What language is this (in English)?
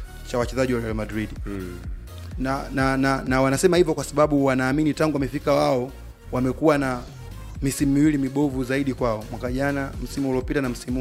Swahili